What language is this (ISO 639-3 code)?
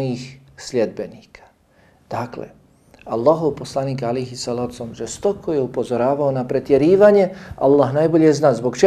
bos